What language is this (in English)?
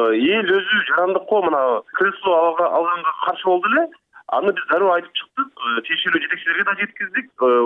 Kyrgyz